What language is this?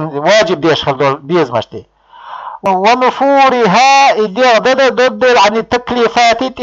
Chechen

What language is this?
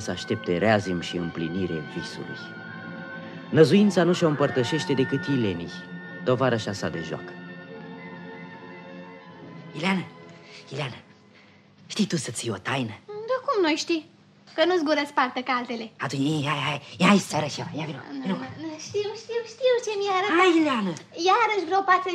Romanian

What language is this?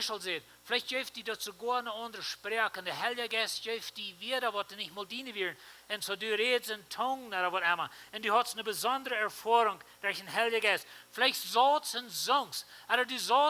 Plautdietsch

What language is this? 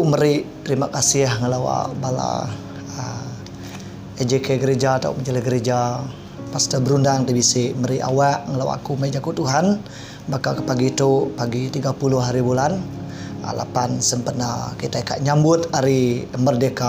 Iban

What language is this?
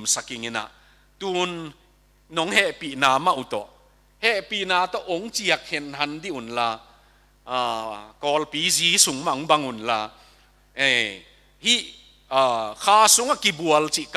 Tedim Chin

